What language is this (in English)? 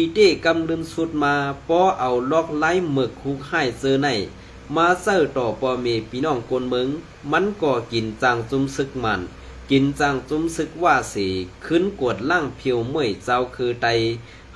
Shan